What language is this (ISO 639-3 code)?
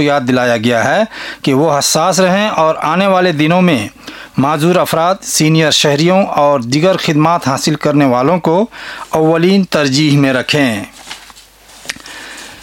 urd